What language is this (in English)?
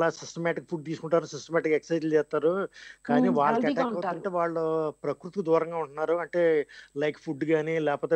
Telugu